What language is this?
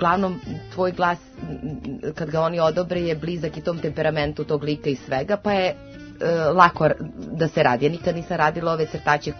Serbian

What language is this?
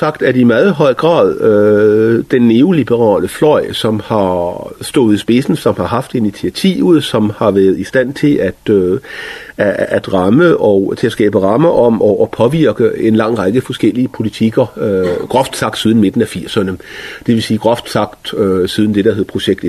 Danish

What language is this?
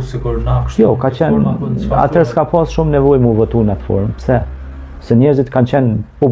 Albanian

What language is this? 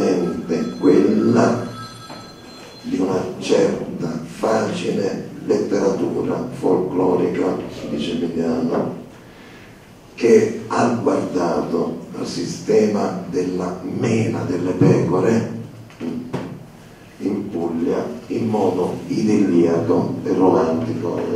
Italian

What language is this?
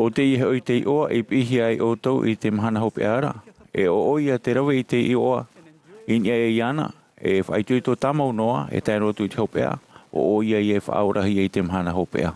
Tahitian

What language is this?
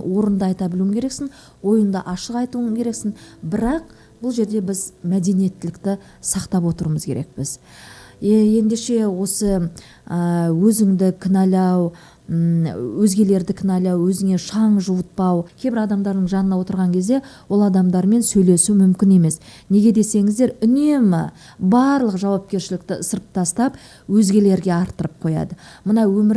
Kazakh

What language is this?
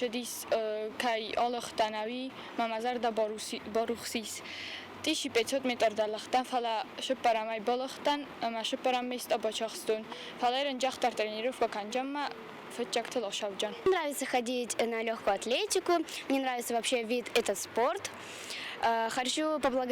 Ossetic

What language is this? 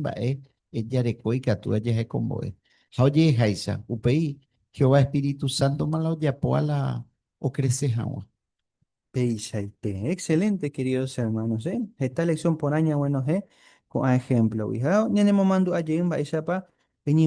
Guarani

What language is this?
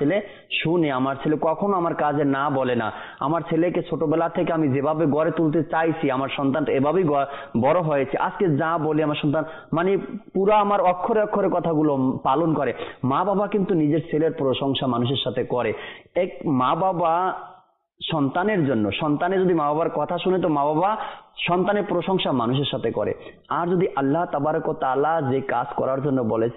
Bangla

